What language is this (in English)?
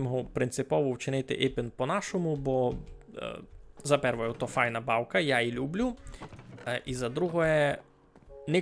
Rusyn